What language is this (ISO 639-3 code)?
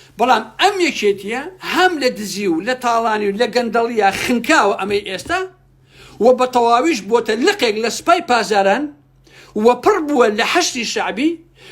ckb